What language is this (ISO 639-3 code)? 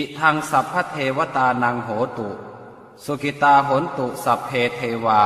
pli